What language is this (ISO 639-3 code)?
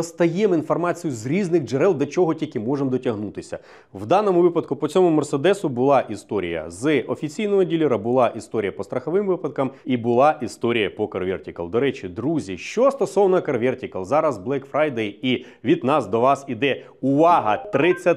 ukr